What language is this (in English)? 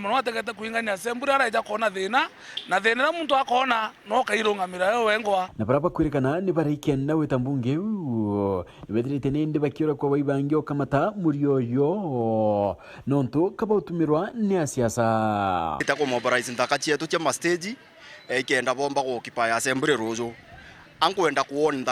Meru